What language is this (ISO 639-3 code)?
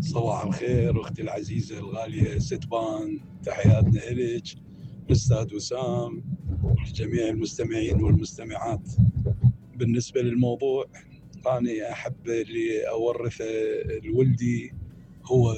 acm